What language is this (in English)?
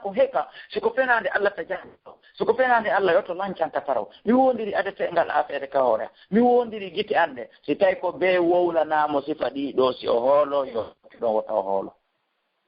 Fula